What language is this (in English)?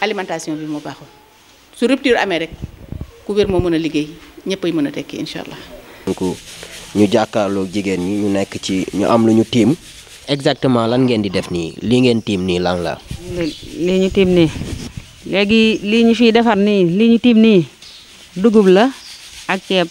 Wolof